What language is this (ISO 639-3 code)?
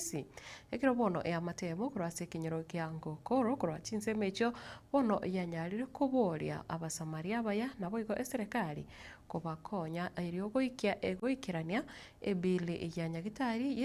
guz